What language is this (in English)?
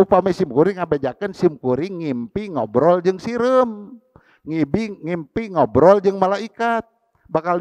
Sundanese